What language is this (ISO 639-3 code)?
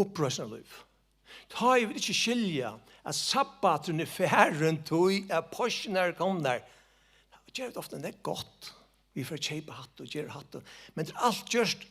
fao